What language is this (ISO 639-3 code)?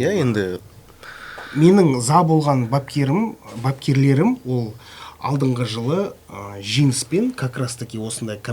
kaz